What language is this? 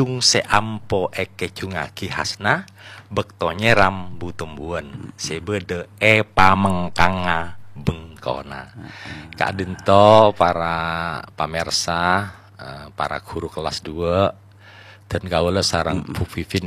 Madurese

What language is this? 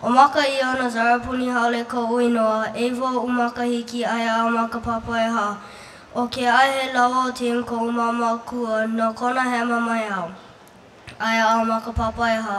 Hawaiian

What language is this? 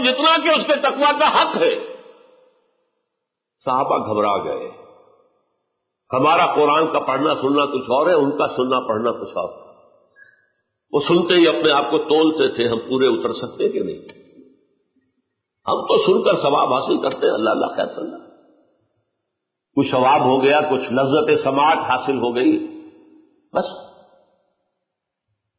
Urdu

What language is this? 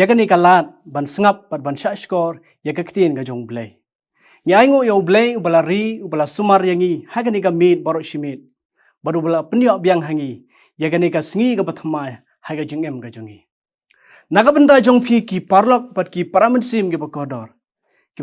Khasi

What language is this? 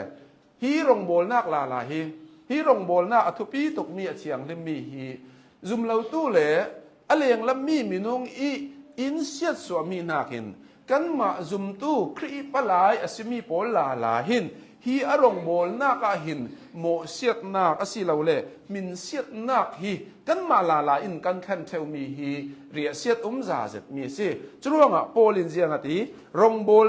Hakha Chin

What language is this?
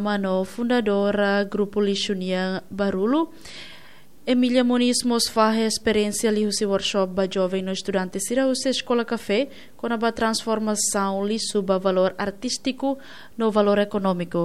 Tetum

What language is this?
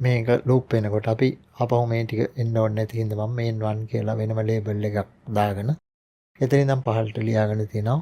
Sinhala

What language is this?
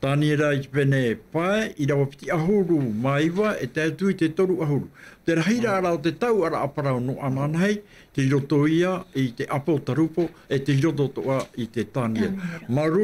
Tahitian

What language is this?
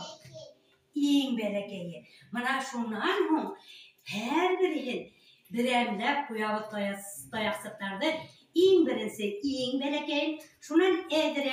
Bashkir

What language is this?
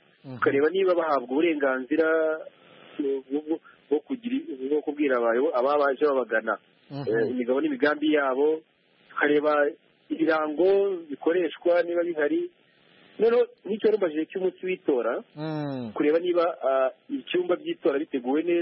Kinyarwanda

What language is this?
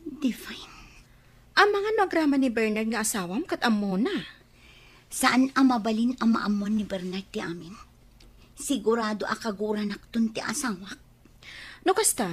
Iloko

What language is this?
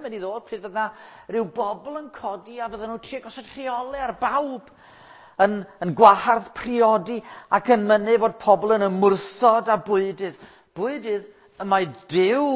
Welsh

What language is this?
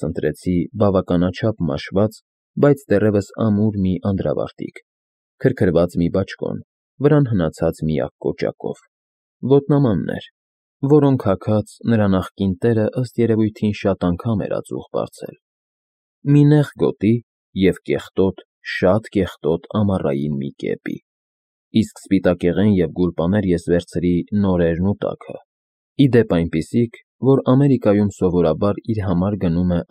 Armenian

